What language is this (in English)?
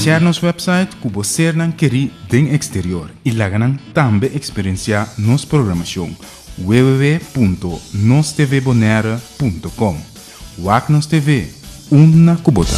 Papiamento